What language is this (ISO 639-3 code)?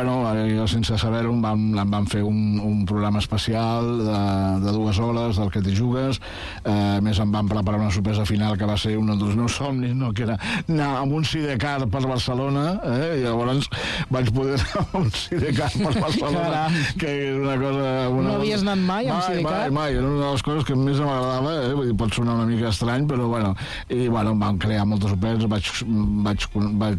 cat